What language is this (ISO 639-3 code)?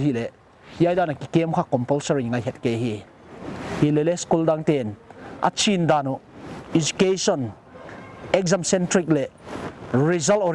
pck